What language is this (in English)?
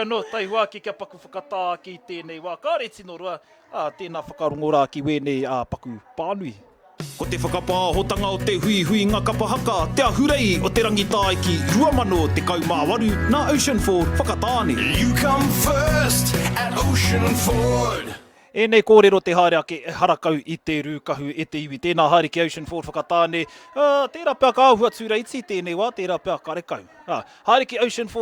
Māori